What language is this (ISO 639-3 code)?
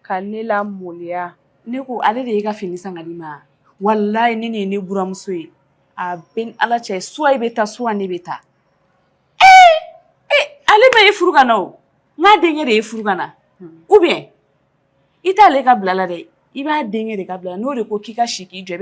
bam